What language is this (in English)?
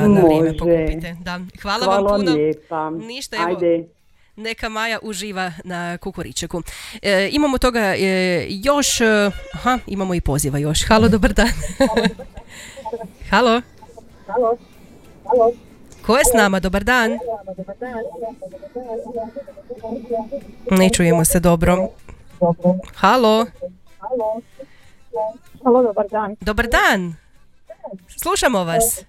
Croatian